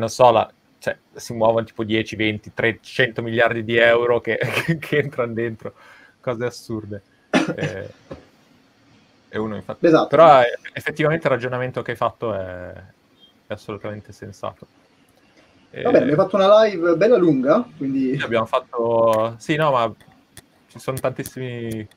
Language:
Italian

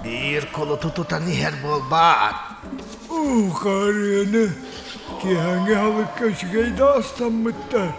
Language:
Yakut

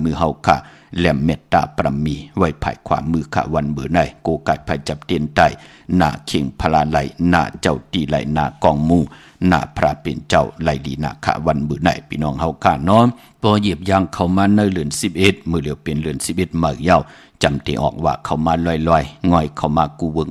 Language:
Shan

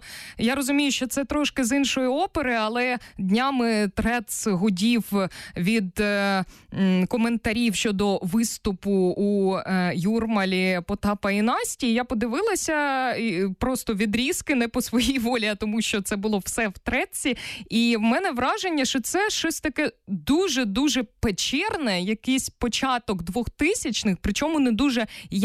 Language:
Ukrainian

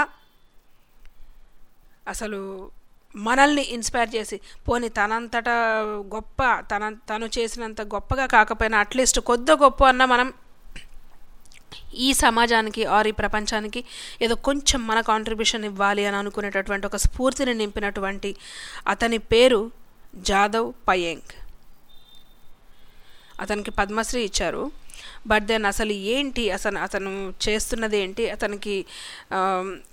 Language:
Telugu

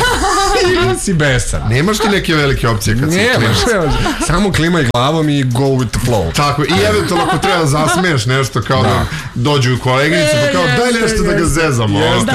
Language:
Serbian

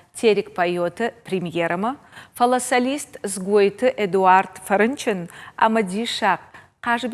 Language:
Ossetic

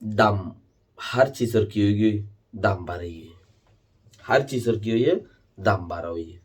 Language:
Rohingya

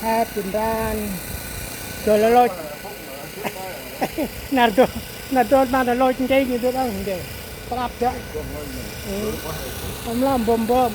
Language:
Central Mnong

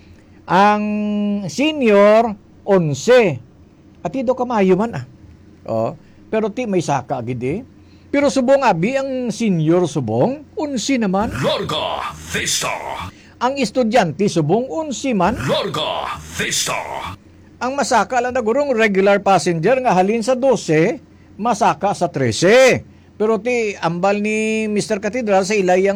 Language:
Hiligaynon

